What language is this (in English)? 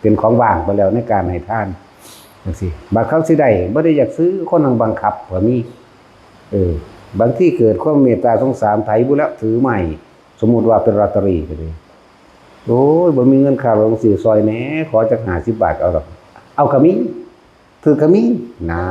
Northeastern Thai